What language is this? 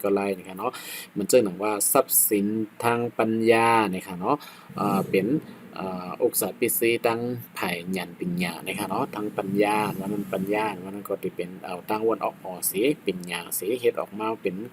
Shan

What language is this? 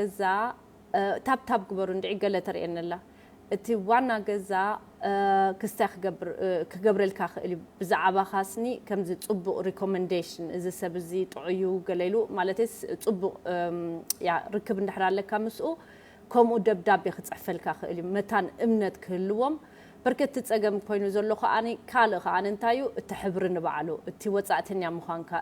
Tigrinya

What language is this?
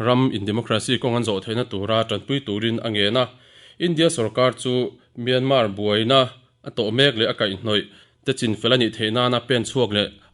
Mizo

